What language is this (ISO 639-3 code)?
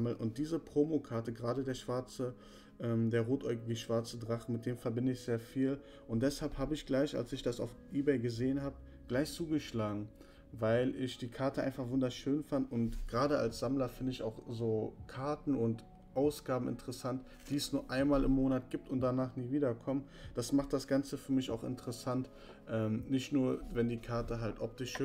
deu